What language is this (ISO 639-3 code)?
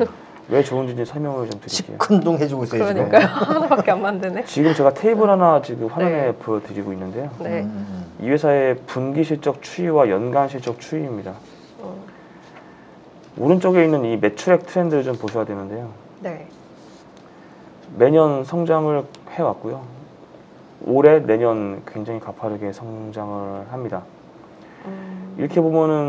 kor